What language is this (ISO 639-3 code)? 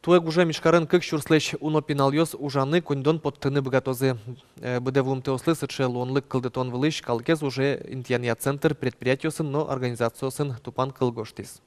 udm